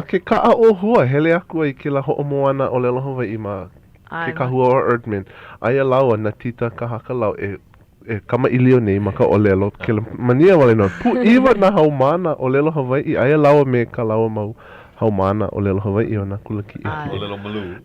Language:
Hawaiian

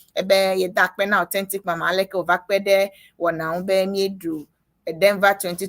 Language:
Ewe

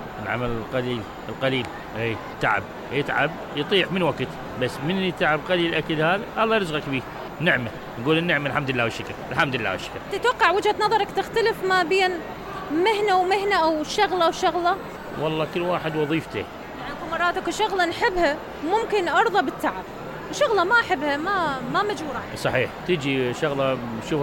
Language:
Mesopotamian Arabic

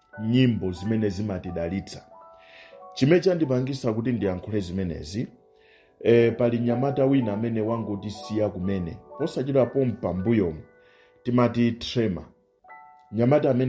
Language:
Nyanja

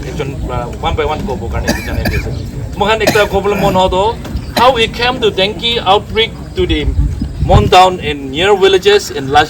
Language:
Naga Pidgin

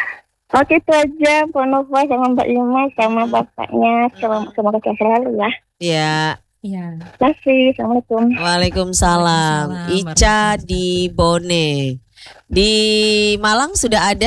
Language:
Indonesian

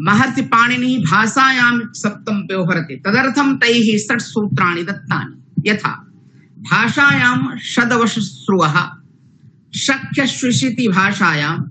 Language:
Sanskrit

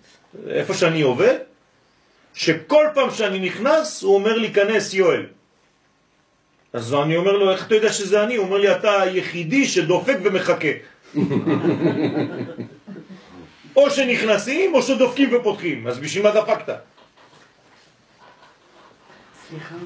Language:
Hebrew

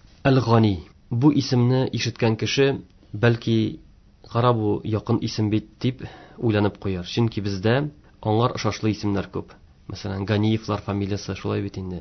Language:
Tatar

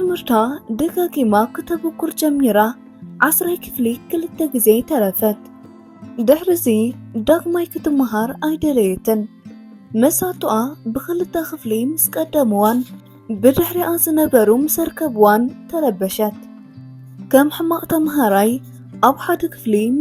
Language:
Tigrinya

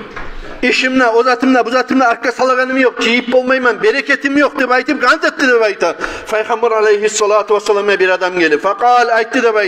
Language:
Kumyk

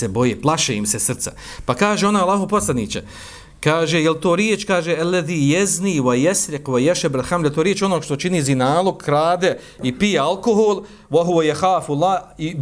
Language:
Bosnian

